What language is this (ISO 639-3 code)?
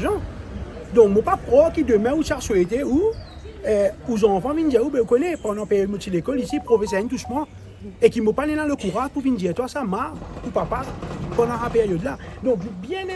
mfe